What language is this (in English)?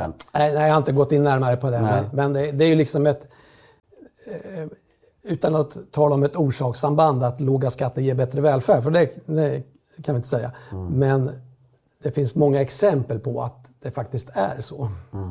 Swedish